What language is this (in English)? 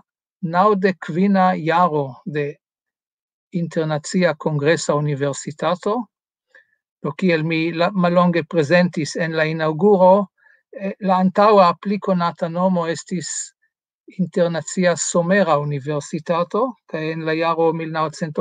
Esperanto